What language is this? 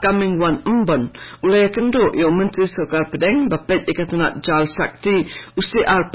Khasi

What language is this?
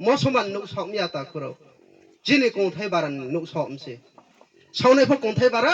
Riang (India)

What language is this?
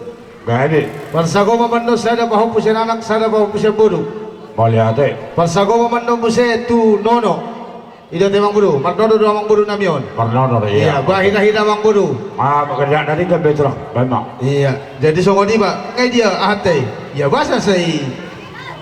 Batak Toba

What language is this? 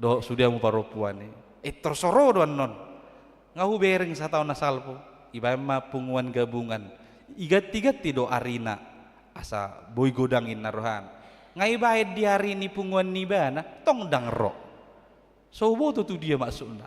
Batak Toba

